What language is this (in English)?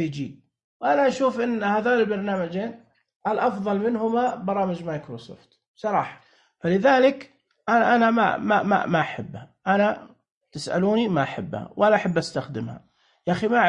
Najdi Arabic